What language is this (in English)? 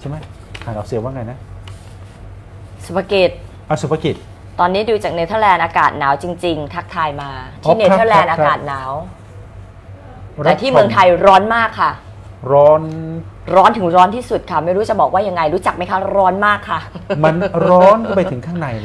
Thai